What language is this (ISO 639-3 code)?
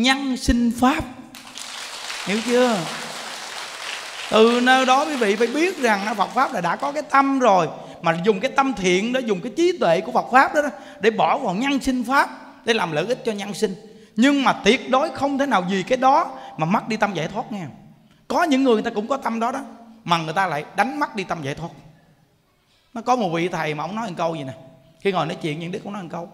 vie